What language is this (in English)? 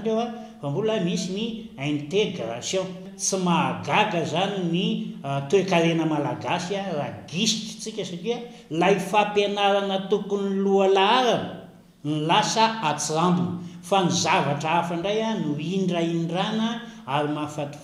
Malagasy